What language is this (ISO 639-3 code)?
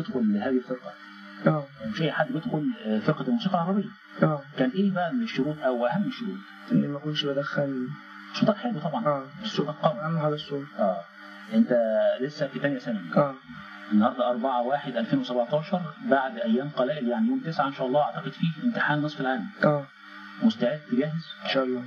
arz